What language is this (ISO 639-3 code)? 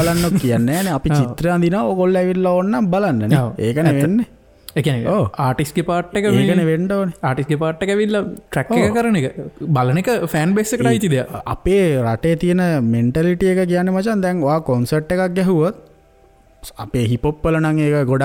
sin